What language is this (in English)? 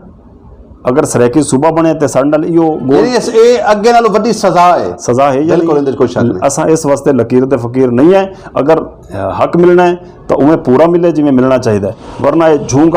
Saraiki